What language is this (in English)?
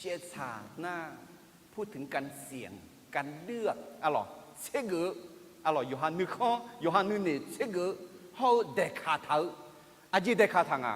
Akha